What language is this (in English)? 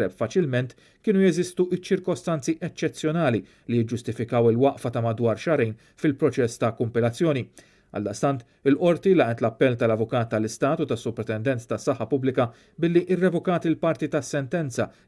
Maltese